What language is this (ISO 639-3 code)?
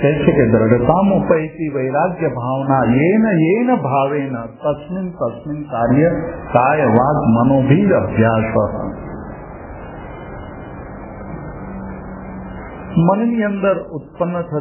guj